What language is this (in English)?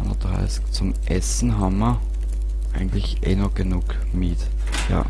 Bavarian